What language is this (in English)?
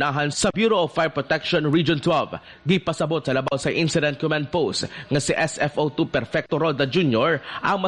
Cebuano